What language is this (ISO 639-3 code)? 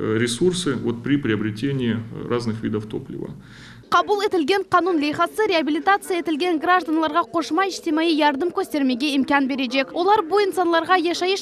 crh